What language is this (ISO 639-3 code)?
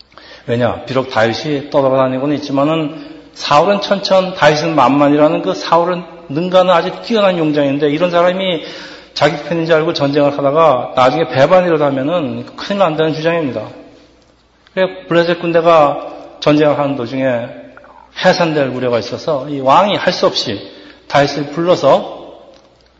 kor